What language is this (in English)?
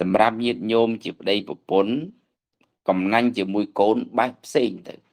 Khmer